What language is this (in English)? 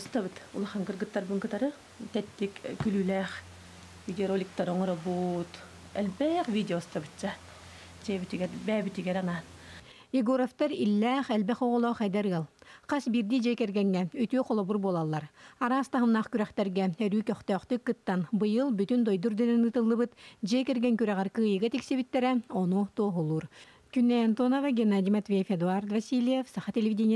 Yakut